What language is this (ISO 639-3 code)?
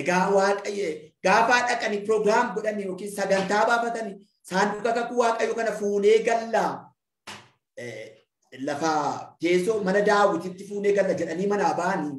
orm